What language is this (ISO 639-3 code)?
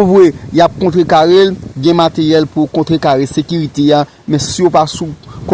hat